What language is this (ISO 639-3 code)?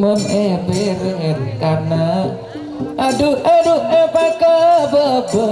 mad